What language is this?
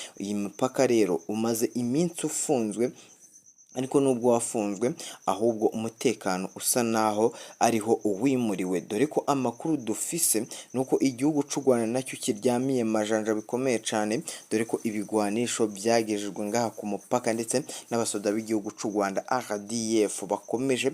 Rundi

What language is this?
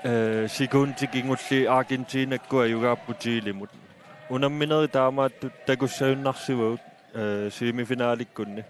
Kalaallisut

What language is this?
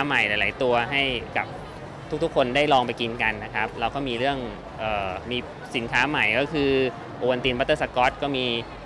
Thai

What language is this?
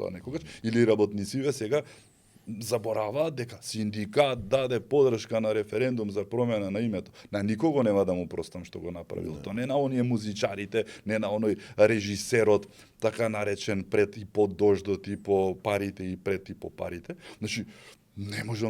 Macedonian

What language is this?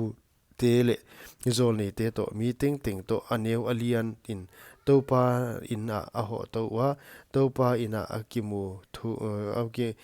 Paite Chin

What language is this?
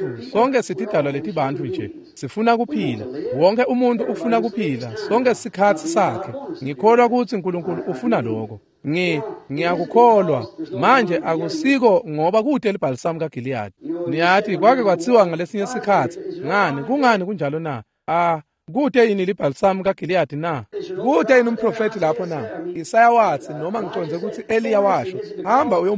Swati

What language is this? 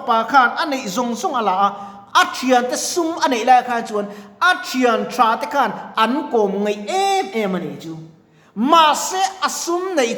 Mizo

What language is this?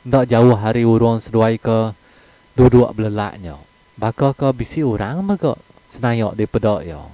Iban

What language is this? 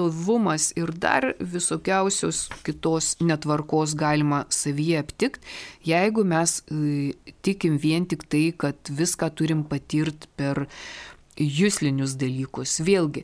Lithuanian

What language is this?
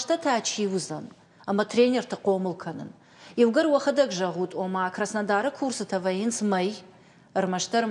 Ossetic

